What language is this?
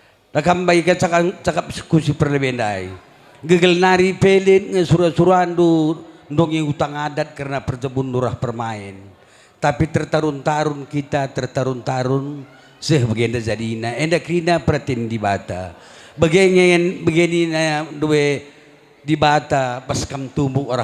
Batak Karo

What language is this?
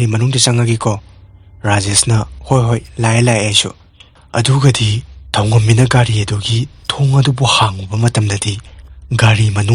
Manipuri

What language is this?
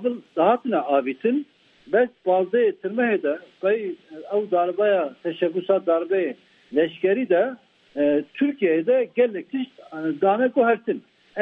Kurdish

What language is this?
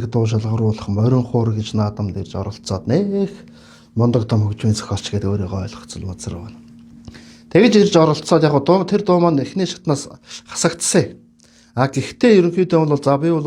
Mongolian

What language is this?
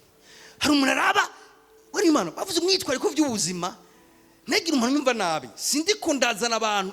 Rundi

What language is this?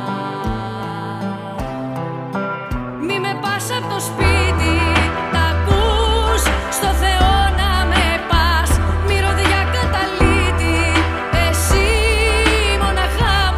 Greek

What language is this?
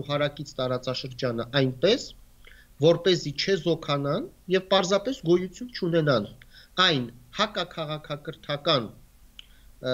Armenian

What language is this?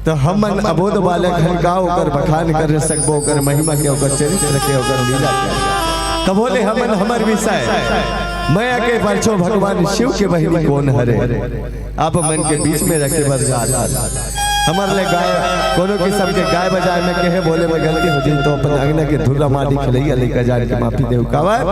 Chhattisgarhi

